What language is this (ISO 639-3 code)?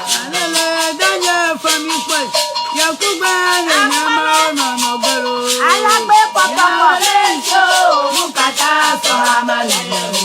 ewe